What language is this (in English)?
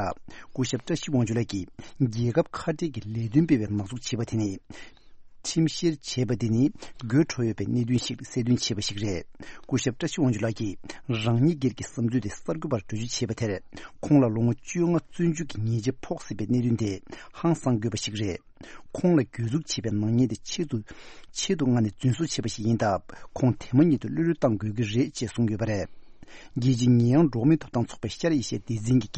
Tibetan